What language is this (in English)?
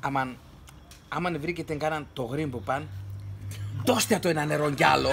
Pontic